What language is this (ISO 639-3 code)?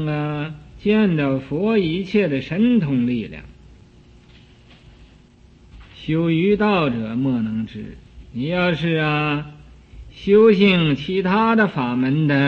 zho